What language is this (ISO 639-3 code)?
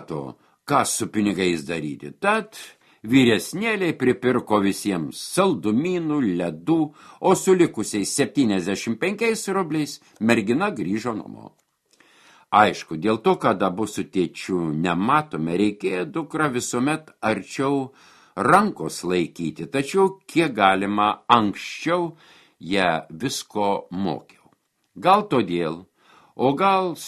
lit